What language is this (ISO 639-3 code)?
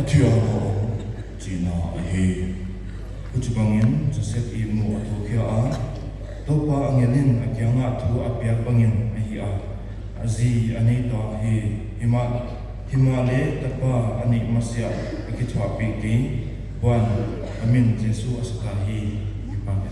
pck